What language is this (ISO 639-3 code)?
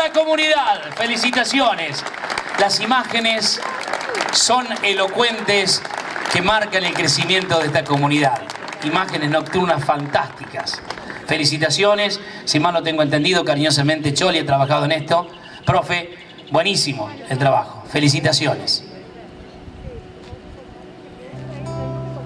spa